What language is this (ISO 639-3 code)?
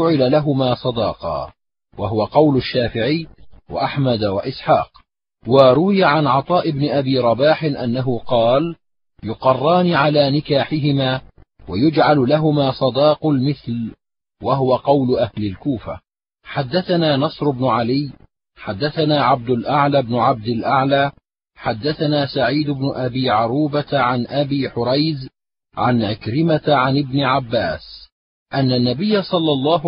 ara